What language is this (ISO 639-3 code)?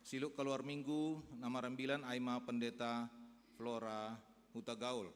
bts